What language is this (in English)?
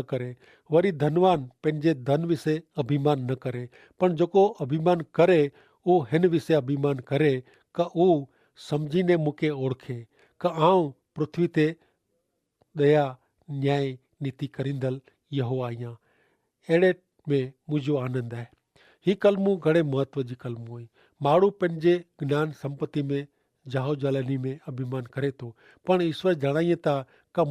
Kachhi